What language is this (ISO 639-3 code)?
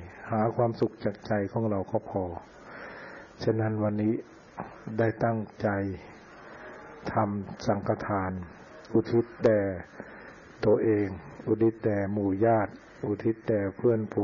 tha